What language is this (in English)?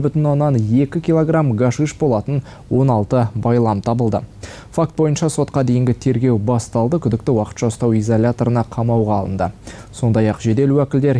Kazakh